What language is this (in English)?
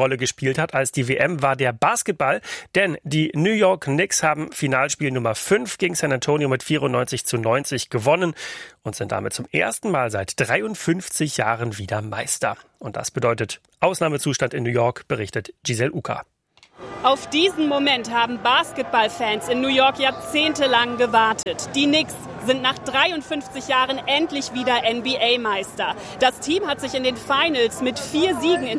German